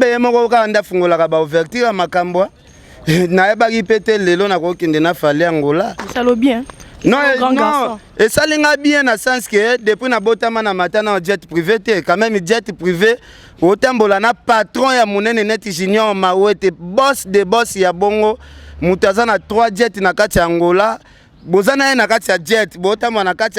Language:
Lingala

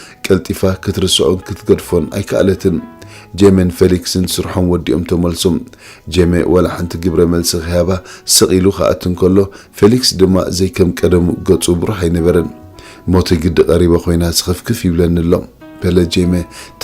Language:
Tigrinya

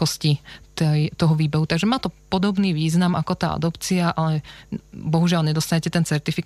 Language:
Slovak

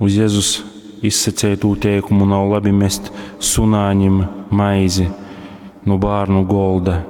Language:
Latgalian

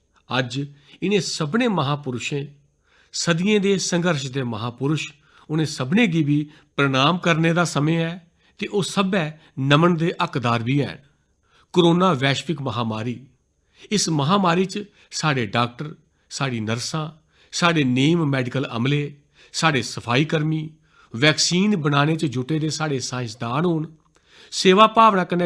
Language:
Dogri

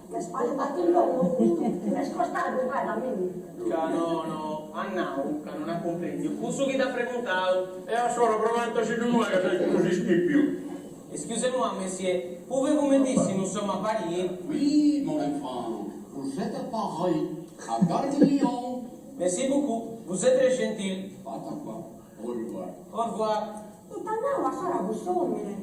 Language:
Sardinian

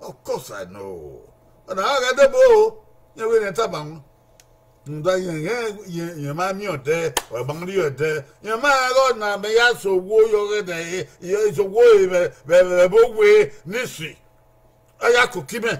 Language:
Bini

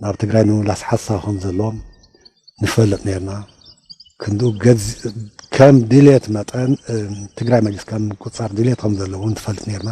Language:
Tigrinya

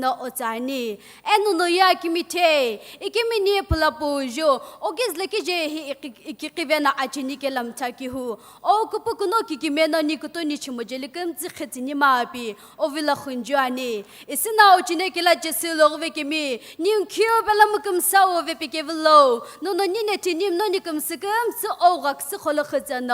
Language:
Sumi Naga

